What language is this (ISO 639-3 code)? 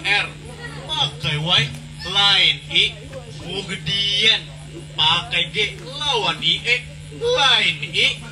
bjn